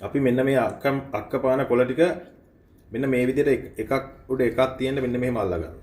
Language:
Sinhala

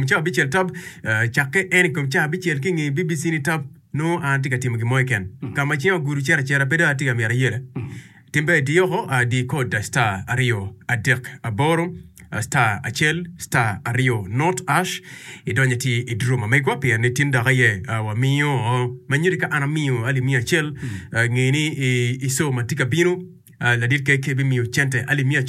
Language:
Acoli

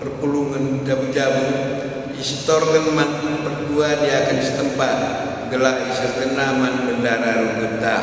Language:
Batak Karo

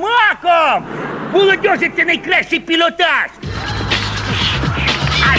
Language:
Ukrainian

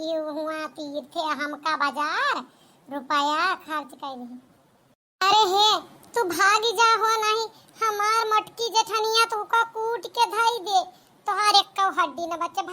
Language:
Awadhi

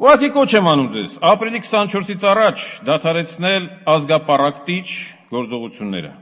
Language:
Armenian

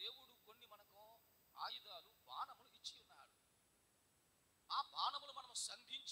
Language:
Telugu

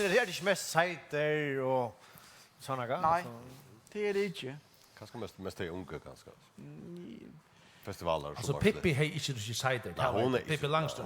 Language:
Faroese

